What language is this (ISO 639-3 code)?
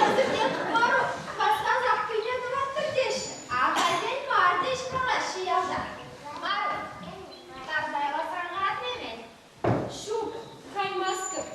chv